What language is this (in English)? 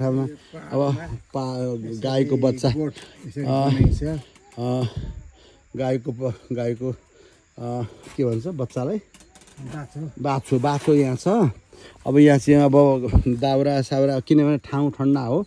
Nepali